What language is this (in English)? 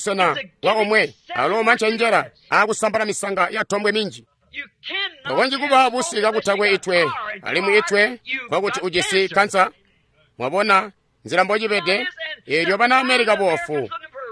Tonga (Zambia)